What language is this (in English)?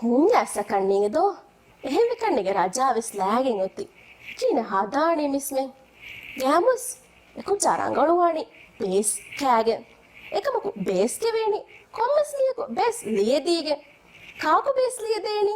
Divehi